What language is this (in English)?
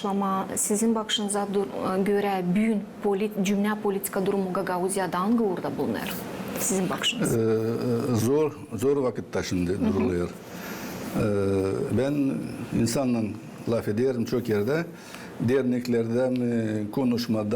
Gagauz